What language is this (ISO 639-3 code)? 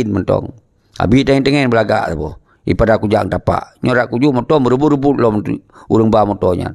ace